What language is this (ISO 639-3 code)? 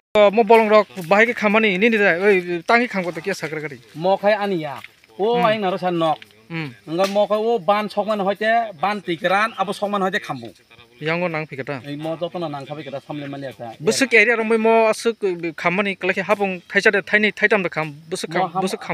trp